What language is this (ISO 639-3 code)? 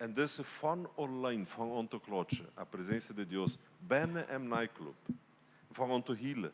pdt